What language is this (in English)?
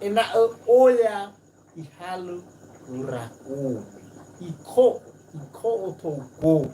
Nias